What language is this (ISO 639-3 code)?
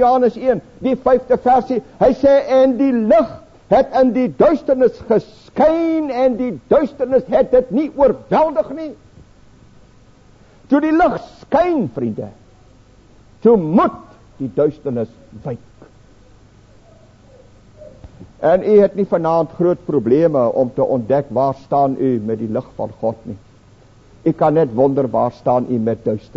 afr